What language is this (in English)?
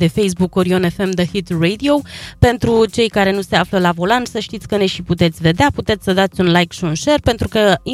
Romanian